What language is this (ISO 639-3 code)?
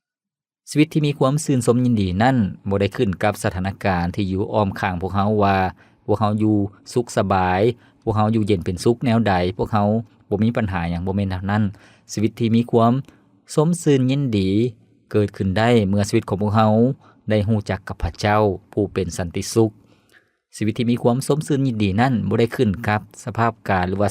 lao